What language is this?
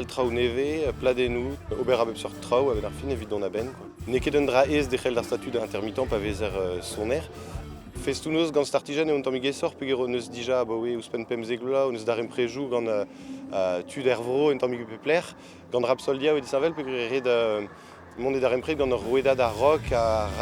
Breton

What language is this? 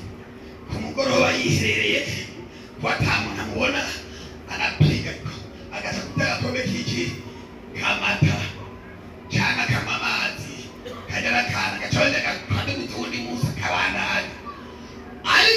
Rundi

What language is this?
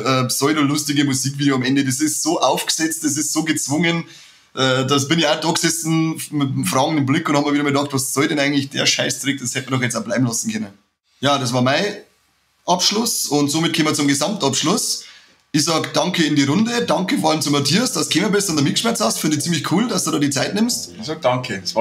Bavarian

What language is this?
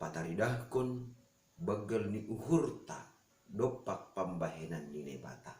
Batak Simalungun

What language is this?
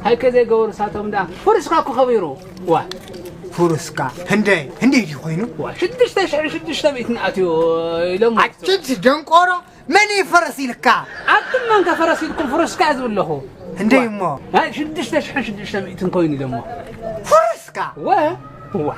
Tigrinya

